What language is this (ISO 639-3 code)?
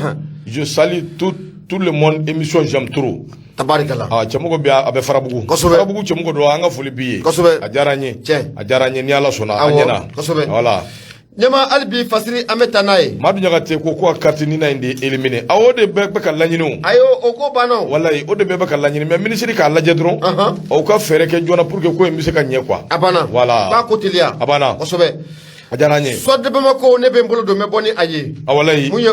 bam